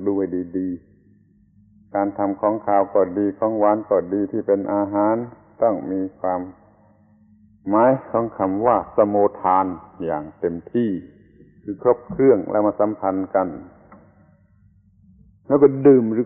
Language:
Thai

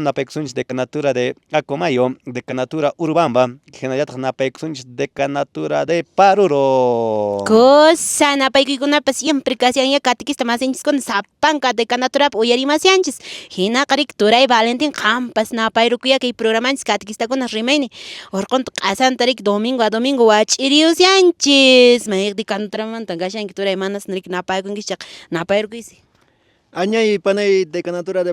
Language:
Quechua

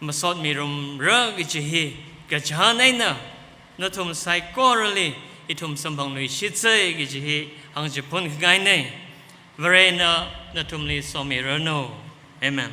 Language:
Tangkhul Naga (India)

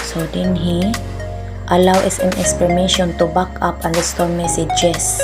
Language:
Cebuano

